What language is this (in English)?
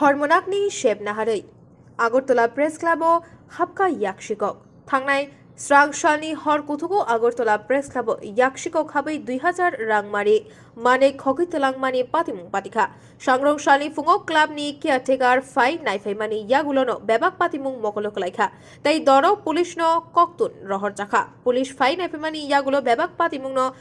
Kok Borok